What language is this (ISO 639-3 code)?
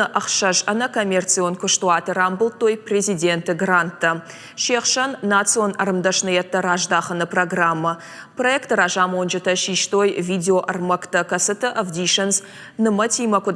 oss